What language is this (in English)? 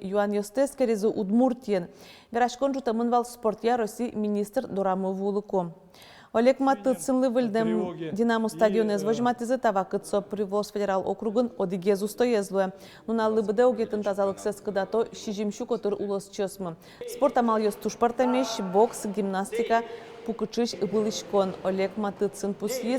Udmurt